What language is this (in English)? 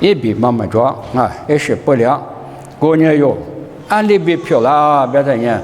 Lisu